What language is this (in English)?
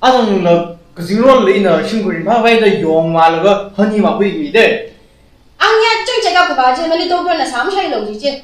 Tangkhul Naga (India)